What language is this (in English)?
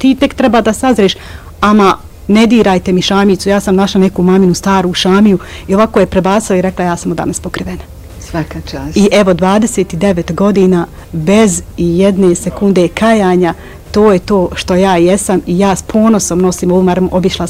Bosnian